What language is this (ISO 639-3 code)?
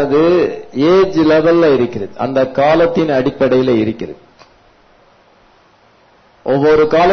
tam